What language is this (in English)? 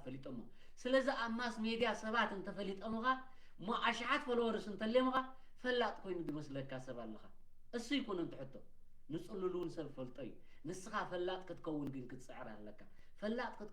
Tigrinya